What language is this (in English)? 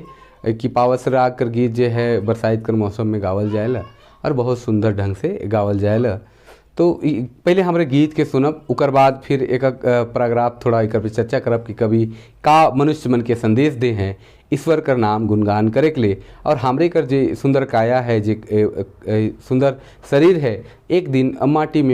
Sadri